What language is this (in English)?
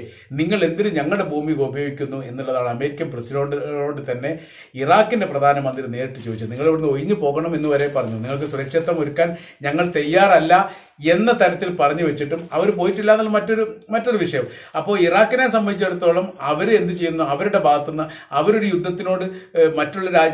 Malayalam